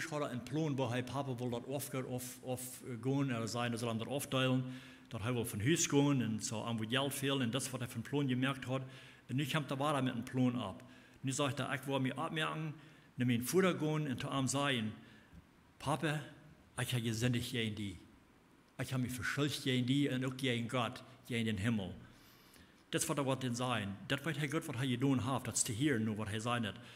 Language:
Plautdietsch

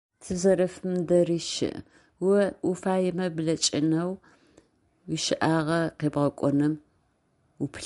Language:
Adyghe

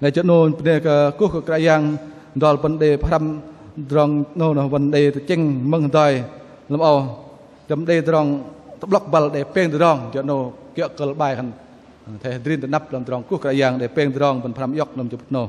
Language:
Bahnar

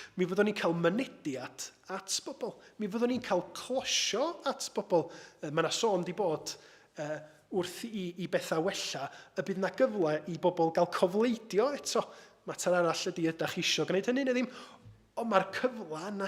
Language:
Welsh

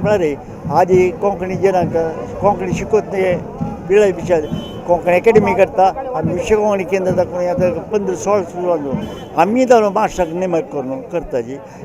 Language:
Konkani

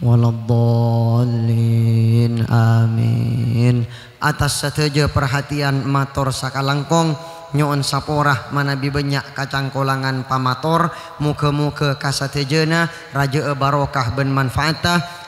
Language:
Madurese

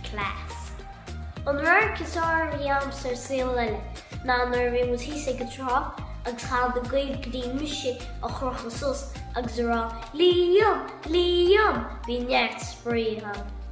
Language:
Irish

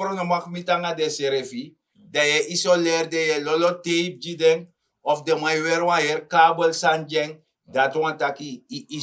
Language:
Sranan Tongo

